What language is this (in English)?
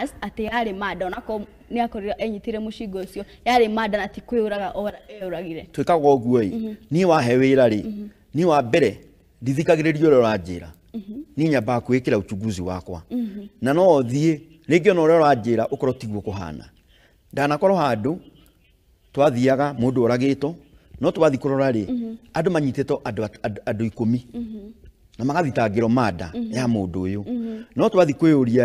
Kikuyu